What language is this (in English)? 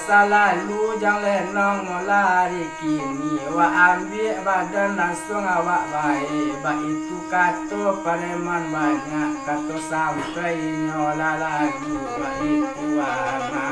Minangkabau